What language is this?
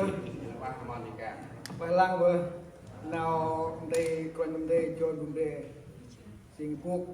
Central Mnong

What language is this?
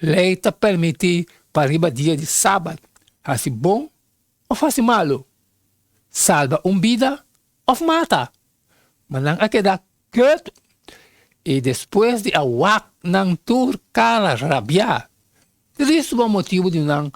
Papiamento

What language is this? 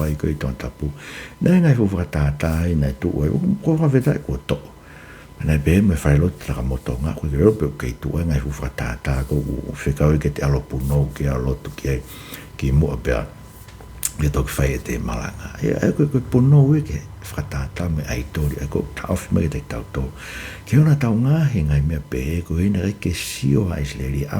Tongan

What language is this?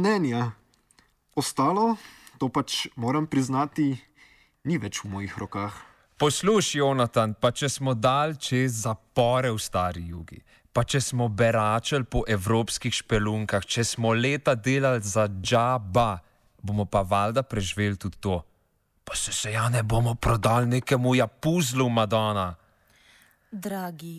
Slovenian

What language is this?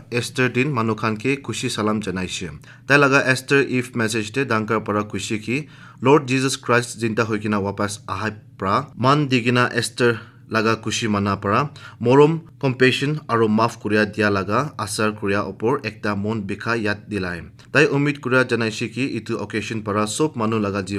Assamese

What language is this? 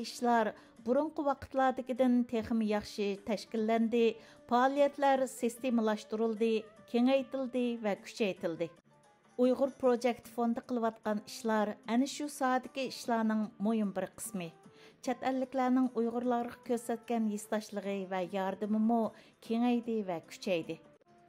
Uyghur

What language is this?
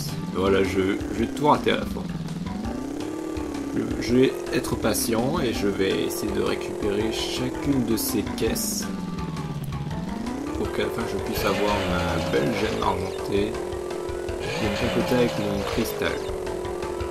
French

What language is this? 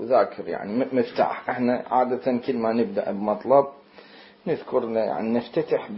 Mesopotamian Arabic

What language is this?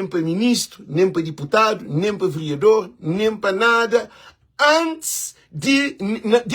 Kabuverdianu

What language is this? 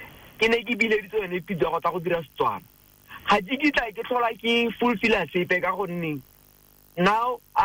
Tswana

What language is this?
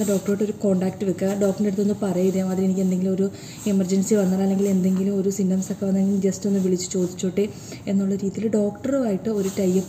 Malayalam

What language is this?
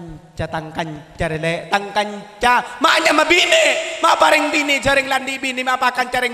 Madurese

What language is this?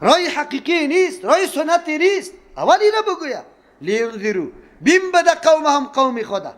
Persian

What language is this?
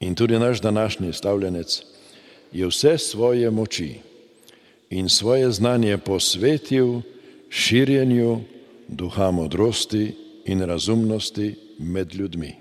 Slovenian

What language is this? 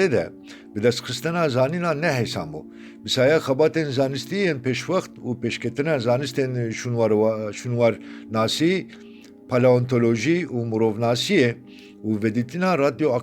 Kurdish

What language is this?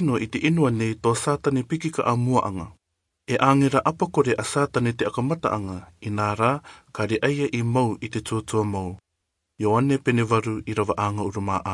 Rarotongan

